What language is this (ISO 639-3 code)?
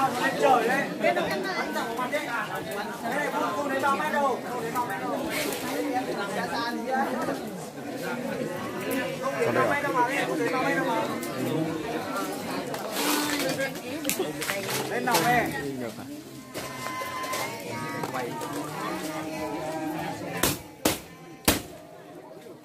vie